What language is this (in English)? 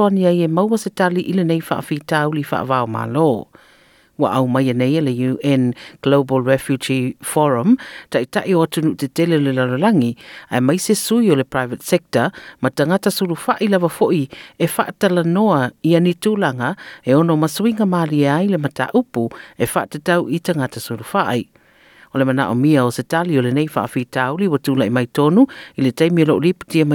Samoan